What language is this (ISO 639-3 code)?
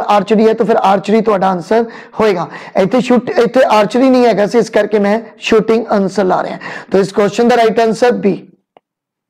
pan